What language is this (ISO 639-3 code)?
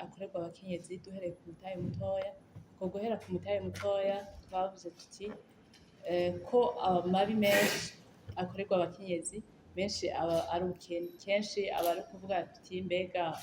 run